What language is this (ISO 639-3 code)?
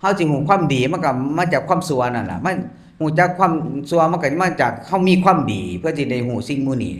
tts